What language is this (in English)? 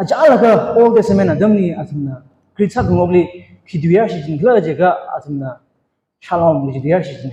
Tangkhul Naga (India)